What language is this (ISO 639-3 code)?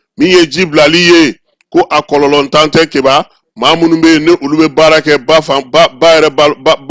bam